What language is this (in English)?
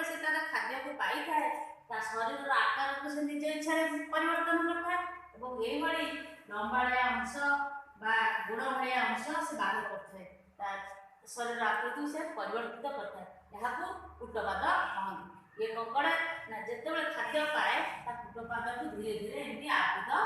Odia